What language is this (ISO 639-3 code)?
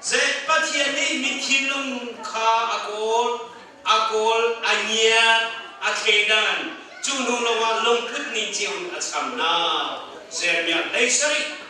cnh